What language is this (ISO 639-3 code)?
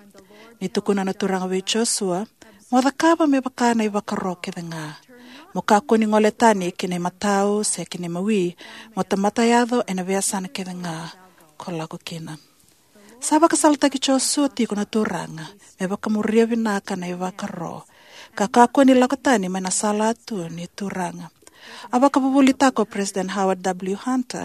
fij